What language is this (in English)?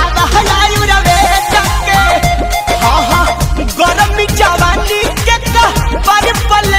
Bhojpuri